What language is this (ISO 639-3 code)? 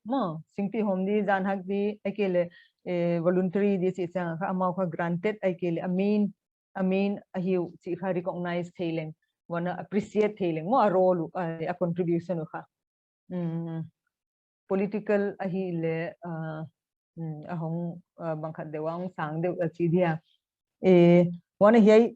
pck